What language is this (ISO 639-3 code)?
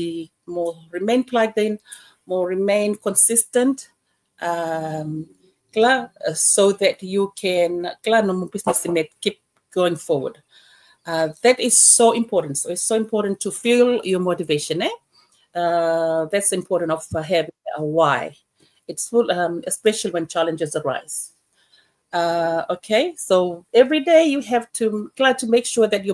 fij